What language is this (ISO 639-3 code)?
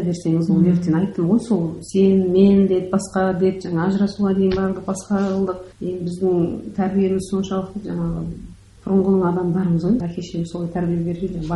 kaz